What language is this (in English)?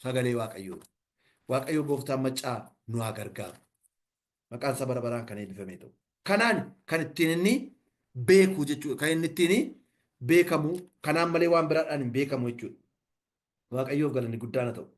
Oromo